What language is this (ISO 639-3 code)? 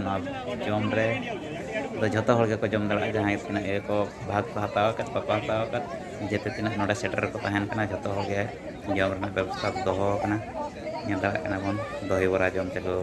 sat